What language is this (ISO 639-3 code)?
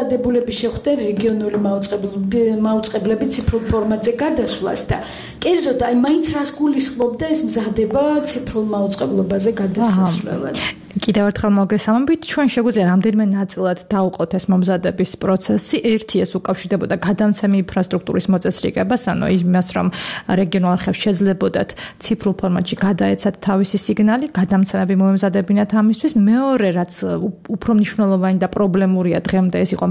kat